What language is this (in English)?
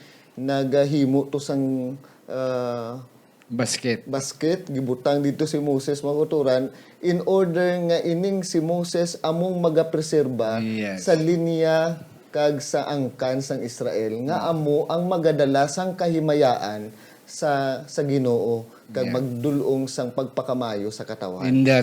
Hiligaynon